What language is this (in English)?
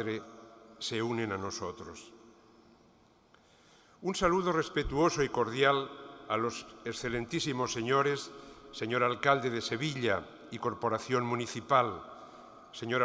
Spanish